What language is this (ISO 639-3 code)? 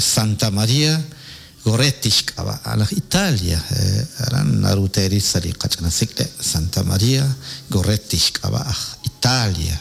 kek